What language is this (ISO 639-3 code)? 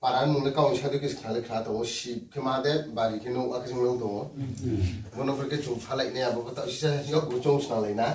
ria